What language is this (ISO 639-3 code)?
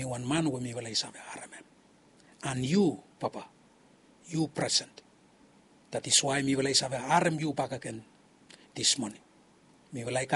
bis